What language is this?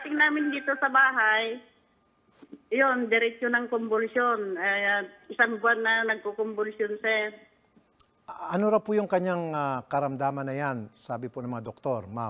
Filipino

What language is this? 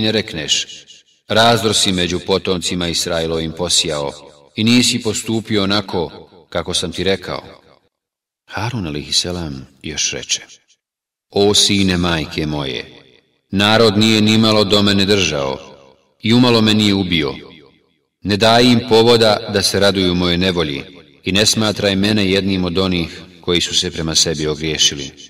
Bosnian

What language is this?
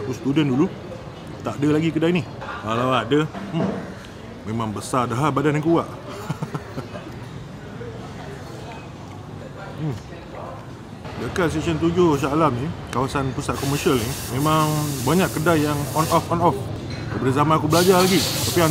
Malay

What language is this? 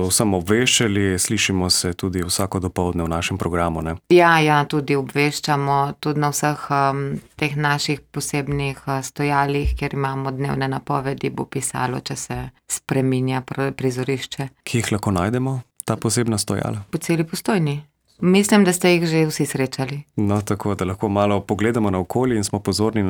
Slovenian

